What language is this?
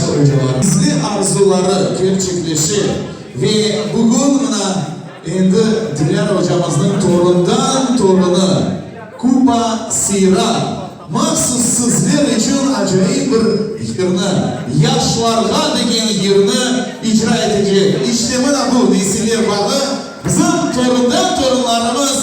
Crimean Tatar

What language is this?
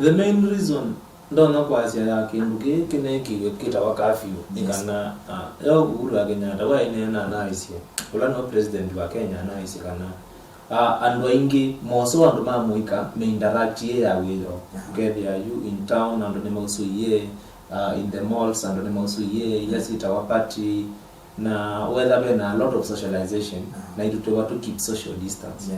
Kamba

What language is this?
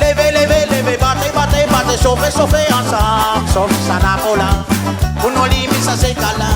Réunion Creole French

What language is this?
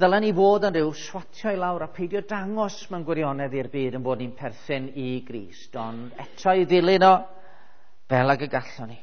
Welsh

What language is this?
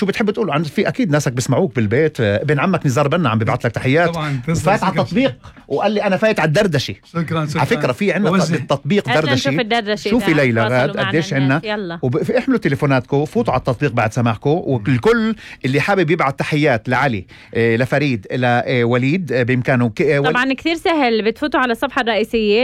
North Levantine Arabic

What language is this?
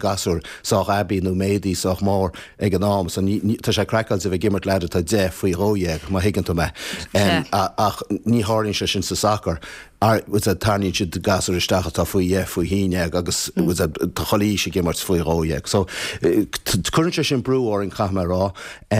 Irish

